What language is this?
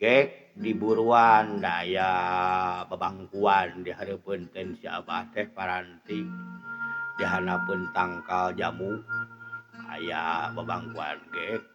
Sundanese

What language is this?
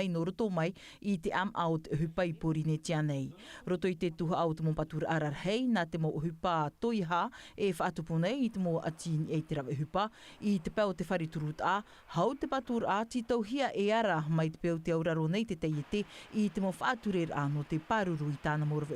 Tahitian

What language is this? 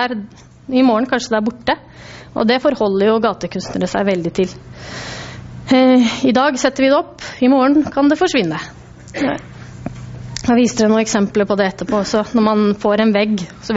Norwegian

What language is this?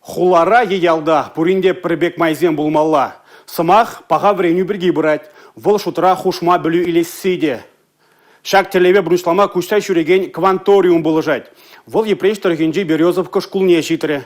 Chuvash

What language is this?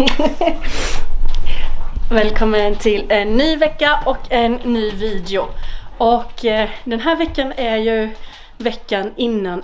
Swedish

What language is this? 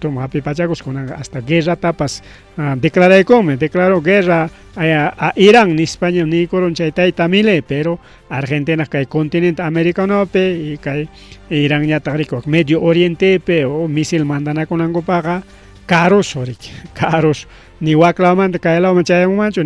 Ayacucho Quechua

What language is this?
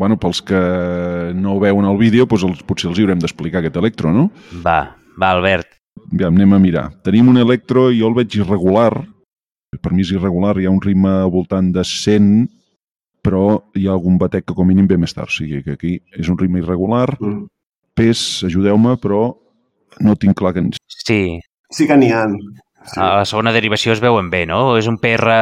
Catalan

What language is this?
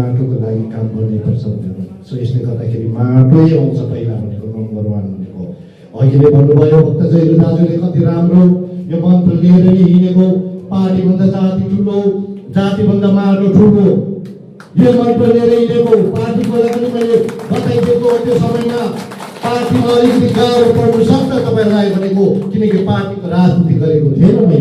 Nepali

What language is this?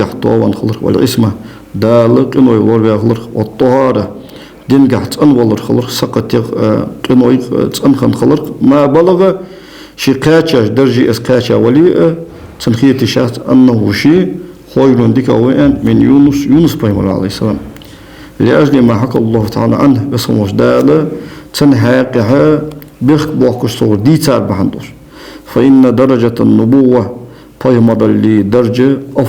Ingush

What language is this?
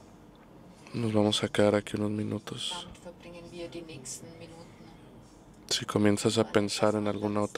Spanish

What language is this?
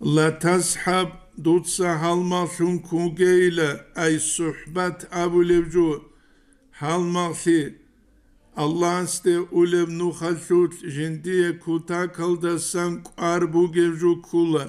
Avaric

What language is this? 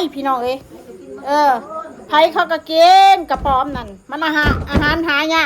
Northeastern Thai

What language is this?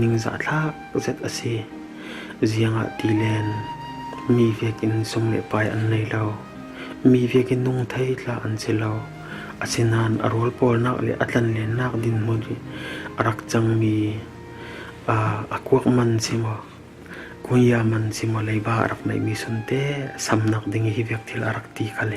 Falam Chin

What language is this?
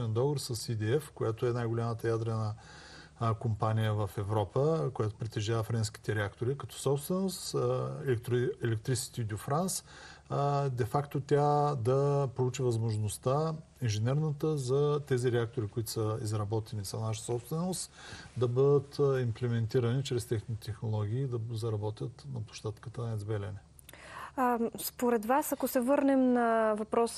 Bulgarian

